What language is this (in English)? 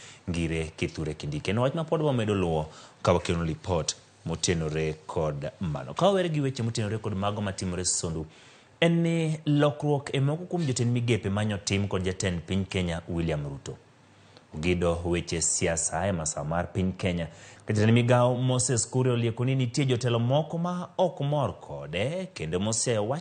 Luo (Kenya and Tanzania)